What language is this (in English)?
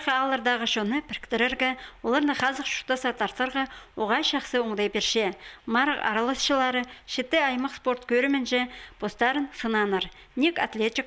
Khakas